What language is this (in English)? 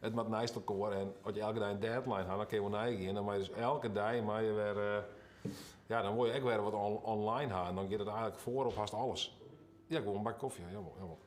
Western Frisian